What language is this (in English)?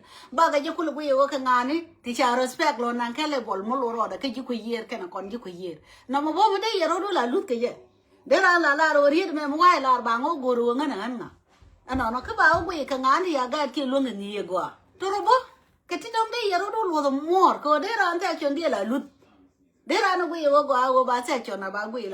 Nuer